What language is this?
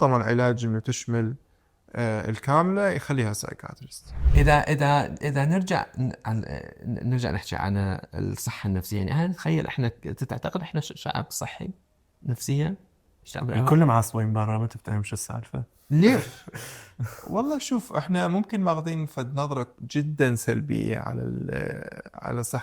Mesopotamian Arabic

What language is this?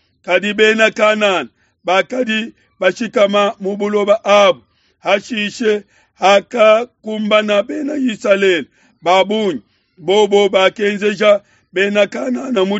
Luba-Lulua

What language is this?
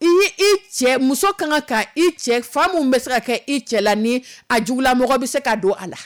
Dyula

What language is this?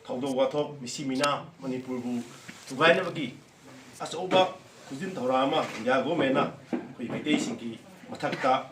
Manipuri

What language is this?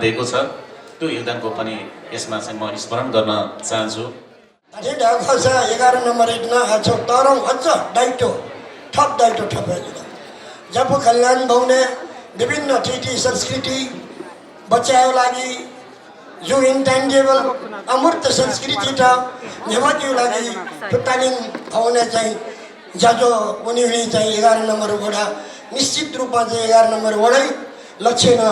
Newari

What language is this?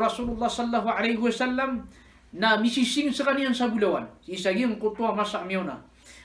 Maranao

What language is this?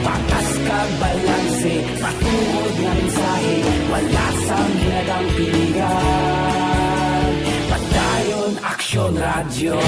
Hiligaynon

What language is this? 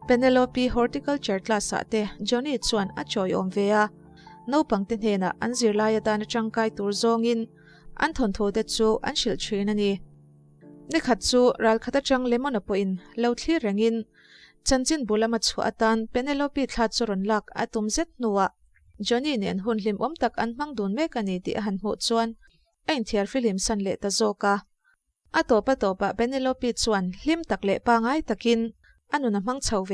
Mizo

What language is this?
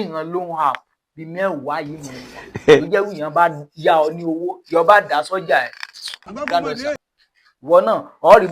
Yoruba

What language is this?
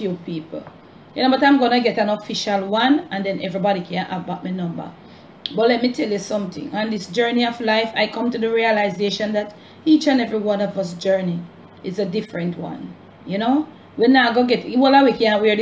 Jamaican Creole English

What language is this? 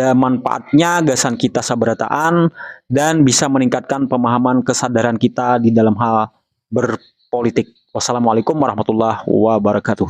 Banjar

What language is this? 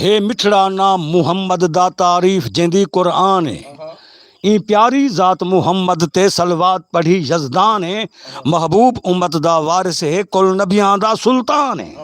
Saraiki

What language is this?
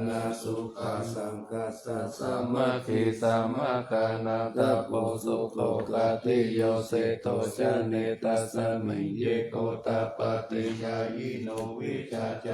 Pali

